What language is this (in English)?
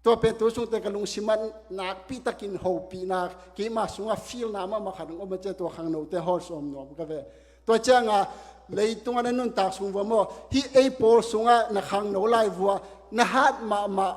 Tedim Chin